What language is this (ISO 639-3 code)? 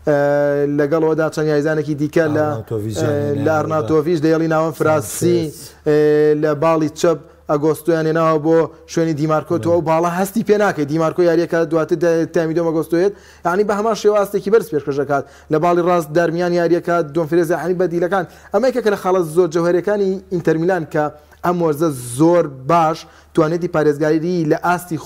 ckb